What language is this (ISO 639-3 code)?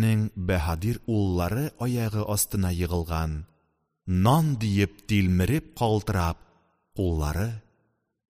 uzb